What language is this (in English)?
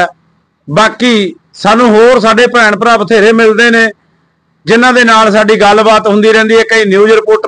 Punjabi